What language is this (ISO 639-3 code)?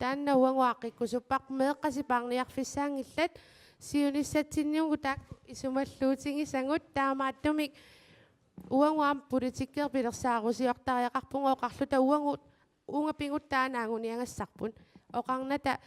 kal